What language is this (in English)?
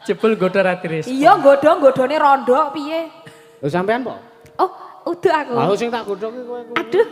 Javanese